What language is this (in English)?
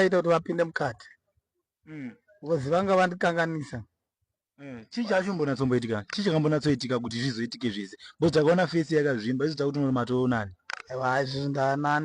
Shona